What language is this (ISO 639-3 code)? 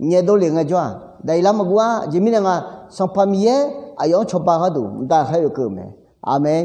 ahk